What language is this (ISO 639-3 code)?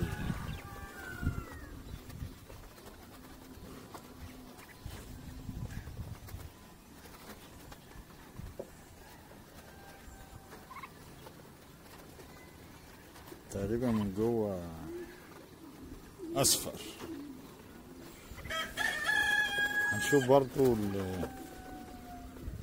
arz